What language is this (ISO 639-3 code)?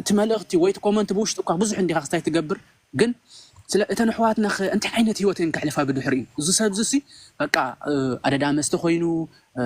tir